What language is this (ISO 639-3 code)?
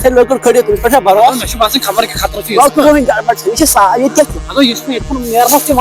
kas